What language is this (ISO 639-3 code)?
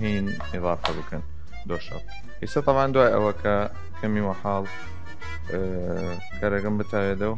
sdh